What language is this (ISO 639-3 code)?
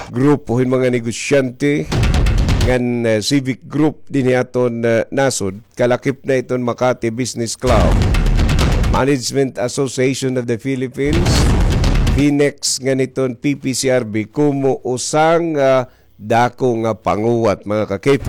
war